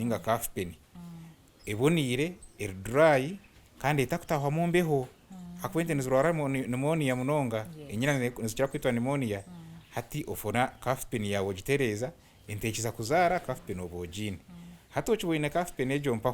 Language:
Nyankole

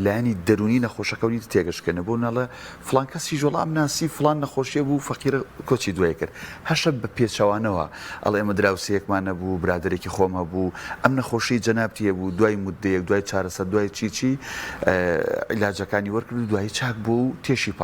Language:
Central Kurdish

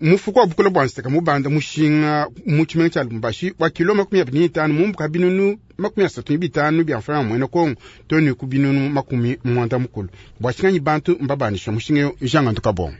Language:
Luba-Lulua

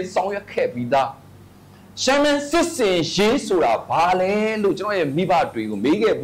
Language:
Burmese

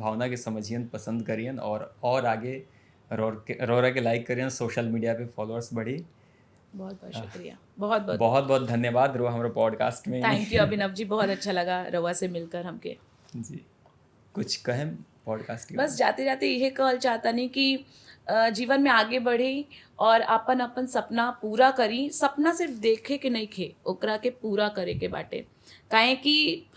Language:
Bhojpuri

